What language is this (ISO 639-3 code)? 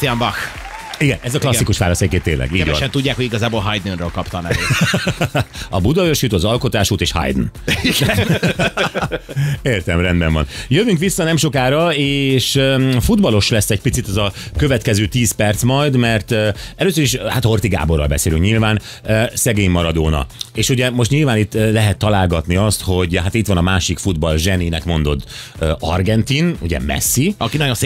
hun